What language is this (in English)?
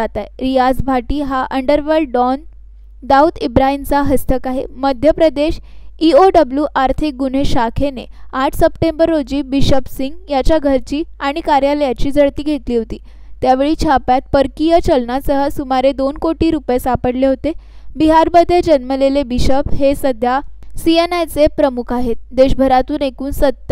Marathi